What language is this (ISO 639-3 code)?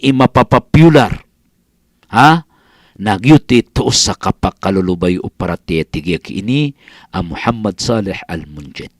mrw